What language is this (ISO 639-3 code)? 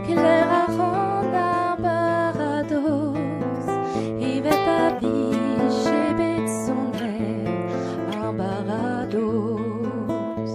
bre